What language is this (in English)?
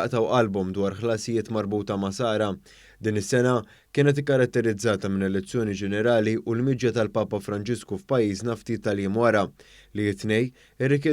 Maltese